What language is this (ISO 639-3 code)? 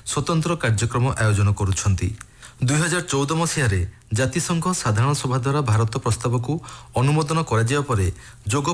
ori